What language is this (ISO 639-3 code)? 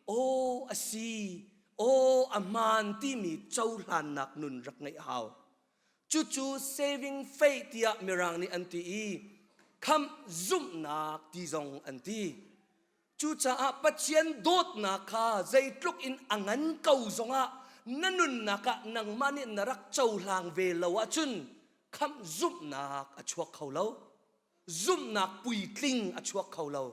cnh